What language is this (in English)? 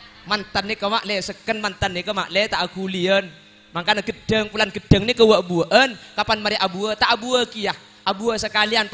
Madurese